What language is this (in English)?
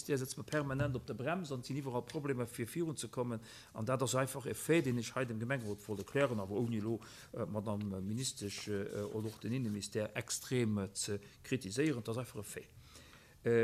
Luxembourgish